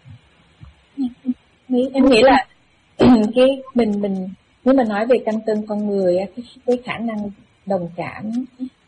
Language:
Vietnamese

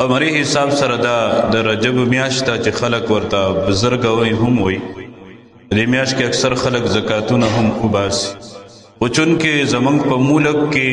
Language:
Pashto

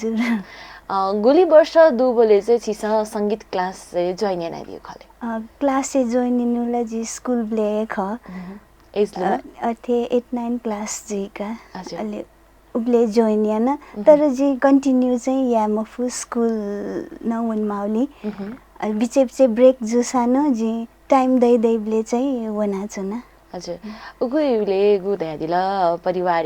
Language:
Newari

